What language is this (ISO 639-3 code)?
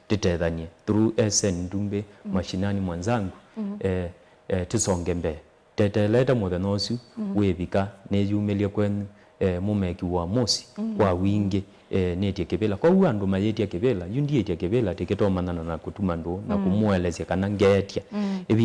kam